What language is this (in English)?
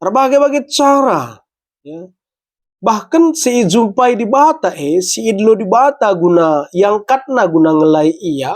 Batak Karo